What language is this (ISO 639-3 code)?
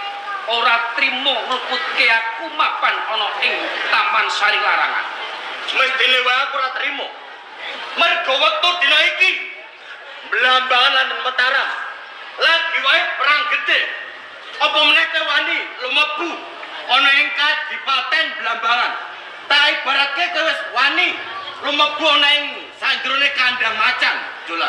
jav